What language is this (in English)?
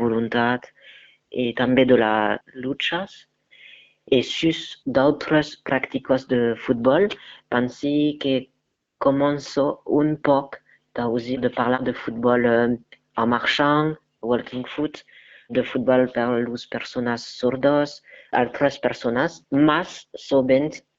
Occitan